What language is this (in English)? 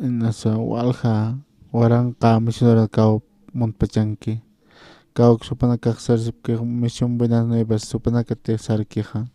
Aymara